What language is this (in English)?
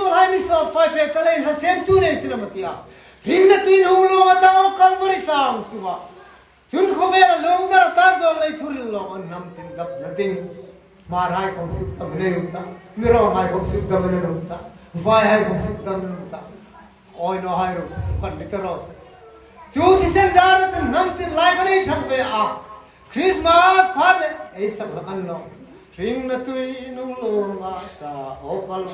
Hmar